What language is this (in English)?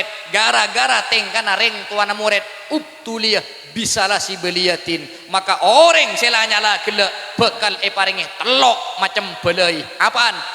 Madurese